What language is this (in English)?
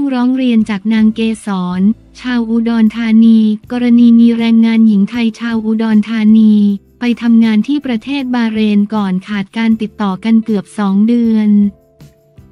Thai